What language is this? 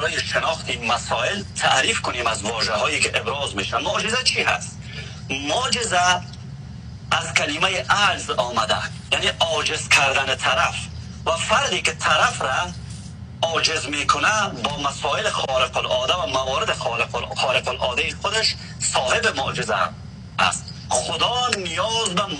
Persian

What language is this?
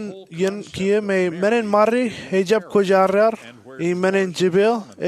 Marshallese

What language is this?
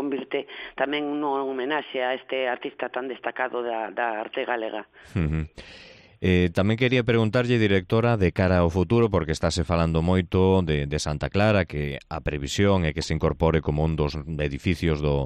Galician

